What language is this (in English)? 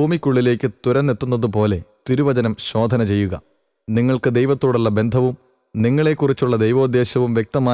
Malayalam